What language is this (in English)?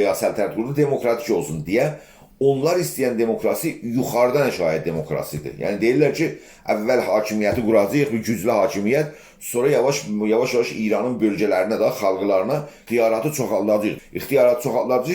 South Azerbaijani